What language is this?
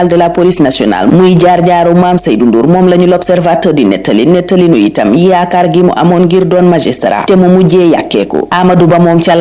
Wolof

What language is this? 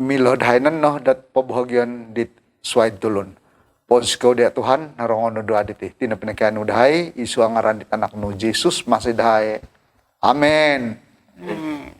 Central Dusun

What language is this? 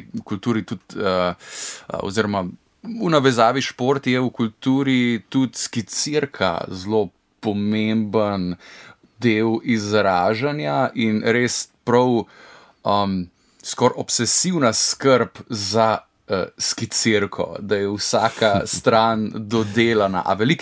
Slovenian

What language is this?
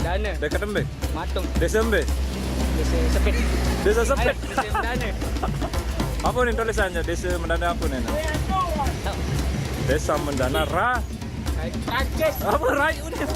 Sasak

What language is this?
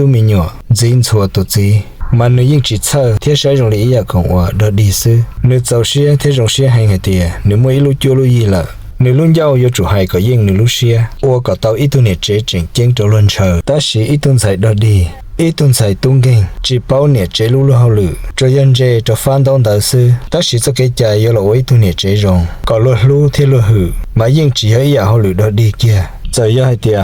Hmong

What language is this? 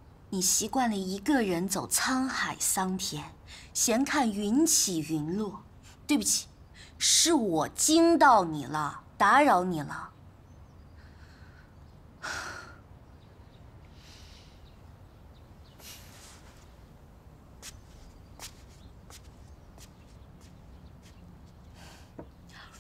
Chinese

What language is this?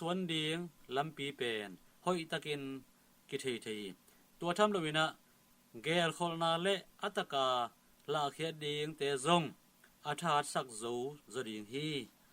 Tedim Chin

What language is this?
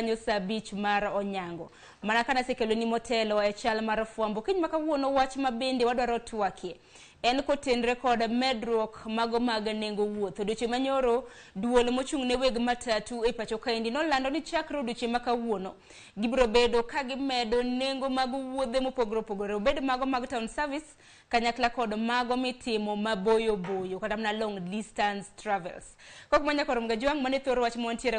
Luo (Kenya and Tanzania)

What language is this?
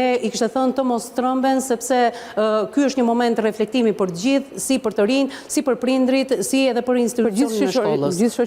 Albanian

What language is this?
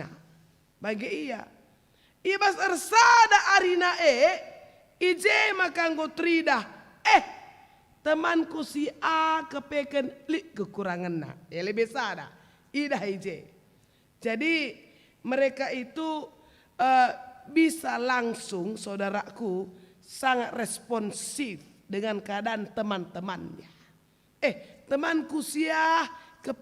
Batak Karo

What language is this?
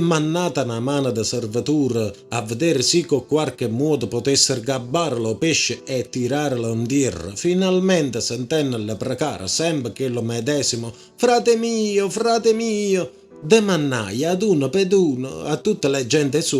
Neapolitan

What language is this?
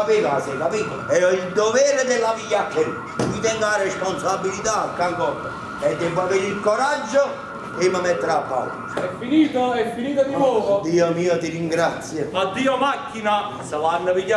Italian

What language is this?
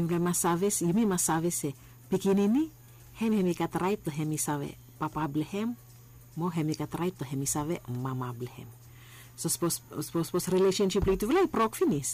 Bislama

